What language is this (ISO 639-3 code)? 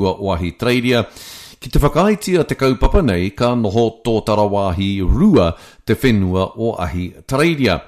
mri